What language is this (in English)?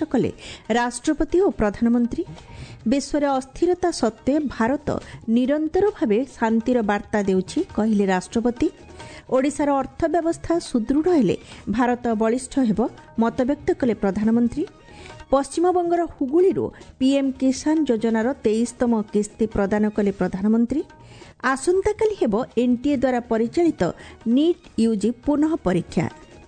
Odia